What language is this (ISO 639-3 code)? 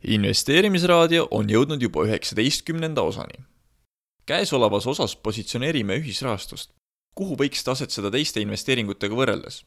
est